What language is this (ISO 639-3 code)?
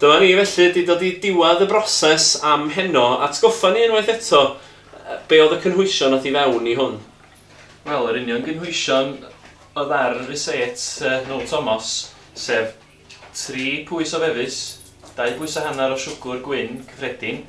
cym